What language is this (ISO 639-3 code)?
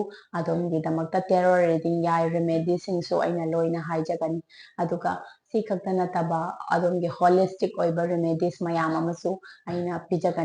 mni